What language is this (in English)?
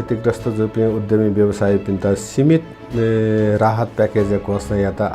Newari